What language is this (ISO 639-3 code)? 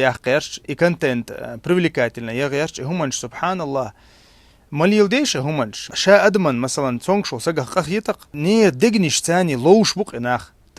che